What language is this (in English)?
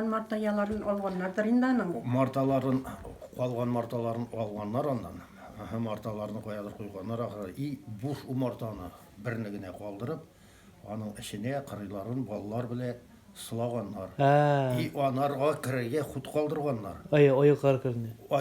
Tatar